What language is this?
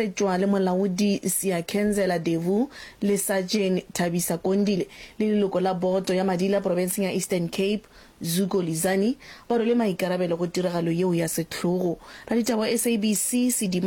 Northern Sotho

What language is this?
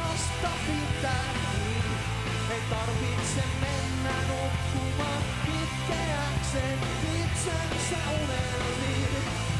Finnish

